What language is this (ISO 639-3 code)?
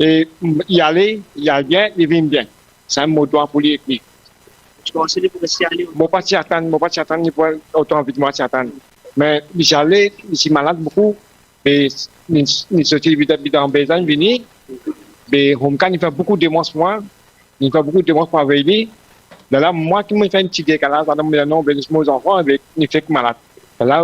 mfe